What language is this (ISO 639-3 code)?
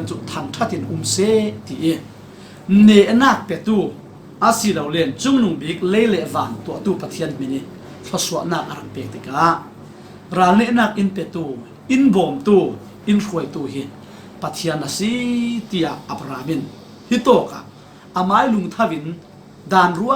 cfm